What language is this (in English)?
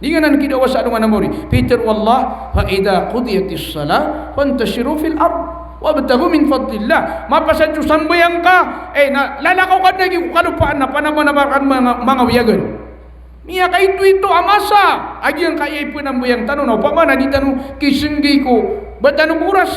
Maranao